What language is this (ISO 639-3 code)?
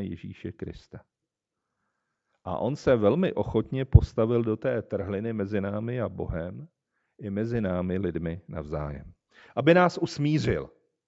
ces